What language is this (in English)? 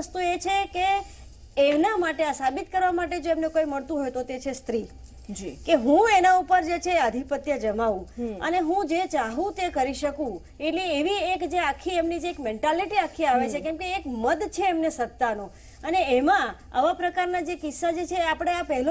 Gujarati